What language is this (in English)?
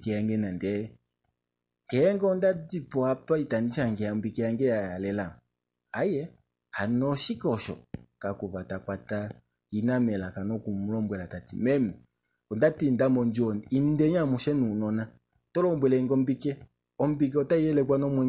Kuanyama